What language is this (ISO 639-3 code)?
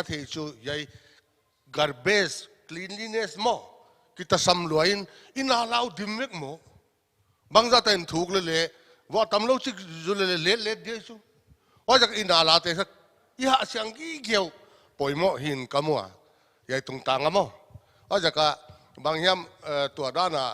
pck